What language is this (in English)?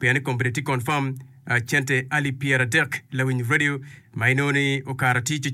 Acoli